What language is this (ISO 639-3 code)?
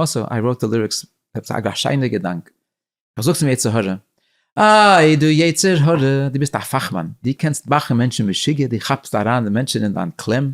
yid